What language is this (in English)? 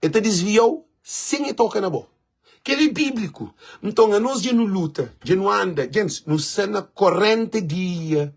Kabuverdianu